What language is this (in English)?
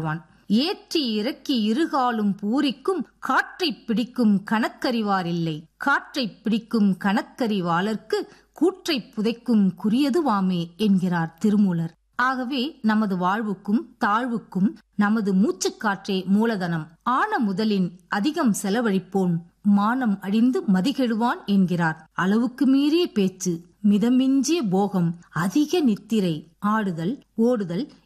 Tamil